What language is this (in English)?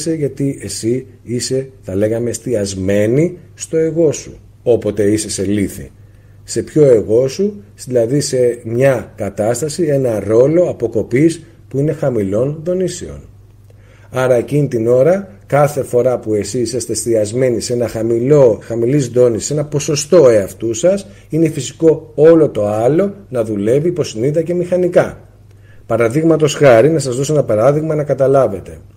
Greek